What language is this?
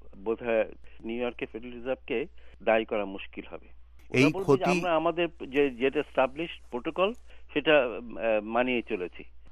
Bangla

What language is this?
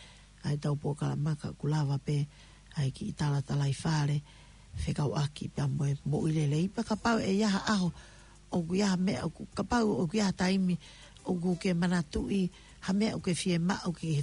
Tongan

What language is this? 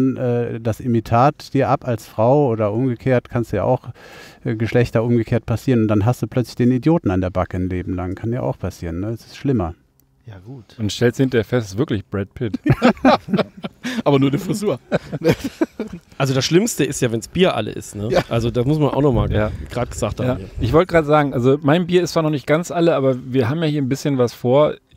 German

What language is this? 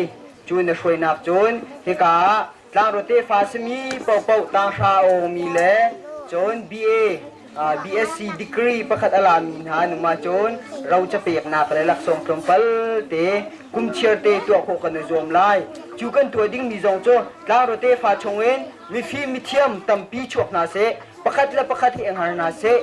Hakha Chin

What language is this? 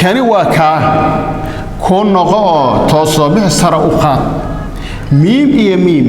Somali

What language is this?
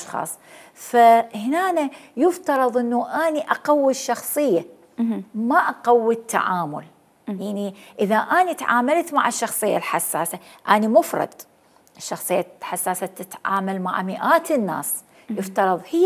Mesopotamian Arabic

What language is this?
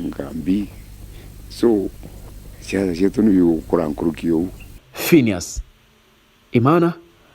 Meru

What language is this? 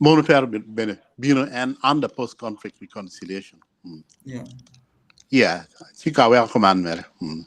Acoli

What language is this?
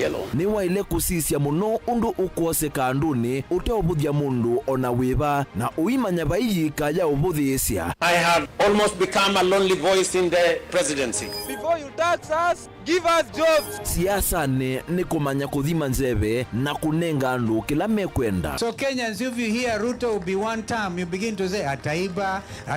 Kamba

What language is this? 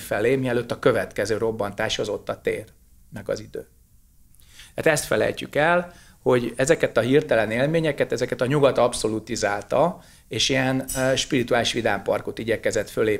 Hungarian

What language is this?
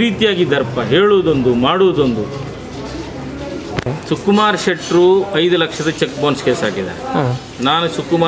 Kannada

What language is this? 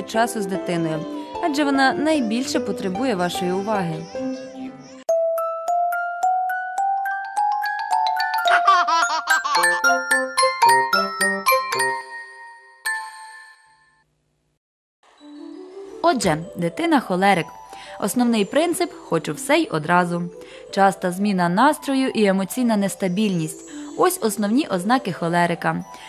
Ukrainian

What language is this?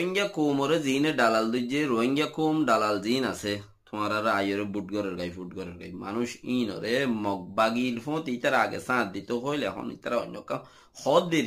Rohingya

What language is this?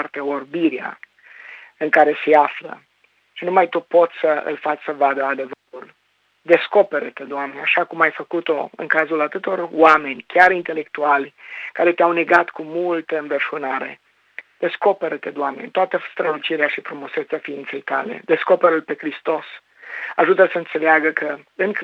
Romanian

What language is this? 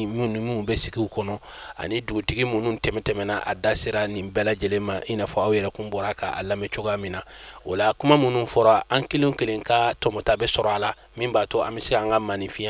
Bambara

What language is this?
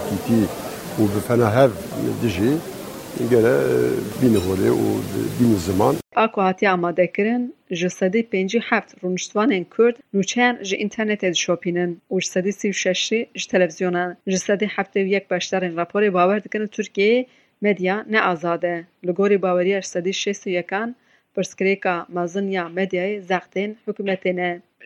Kurdish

